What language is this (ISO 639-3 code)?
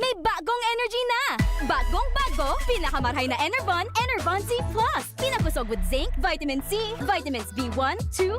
bik